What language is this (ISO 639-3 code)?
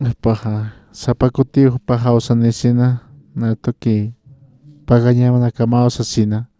aym